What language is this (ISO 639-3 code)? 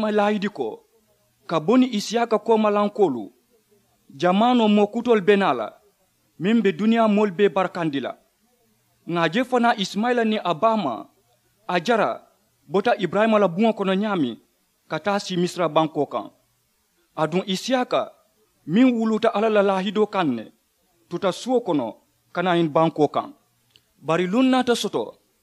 man